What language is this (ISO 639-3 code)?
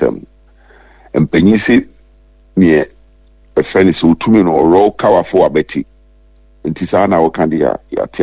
aka